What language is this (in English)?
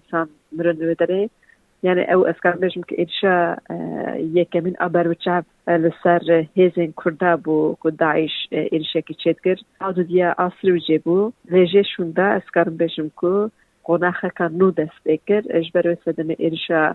Kurdish